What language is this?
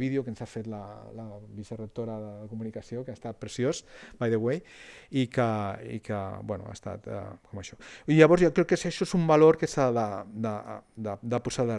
Catalan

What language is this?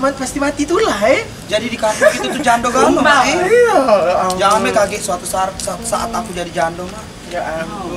Musi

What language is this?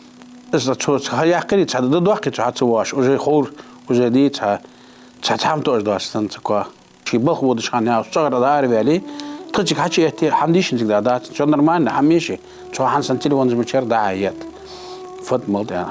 Ingush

